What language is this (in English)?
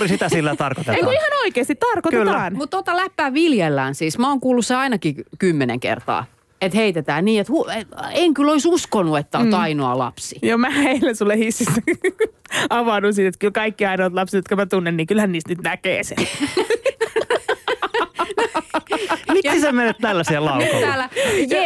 Finnish